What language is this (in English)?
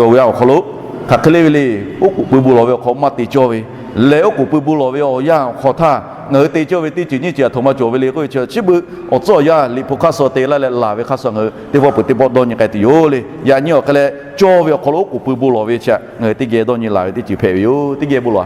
Lahu